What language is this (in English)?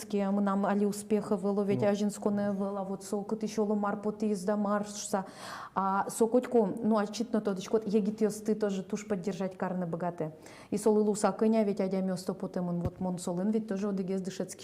Udmurt